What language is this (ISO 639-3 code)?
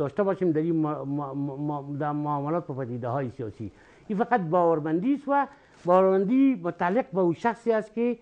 fas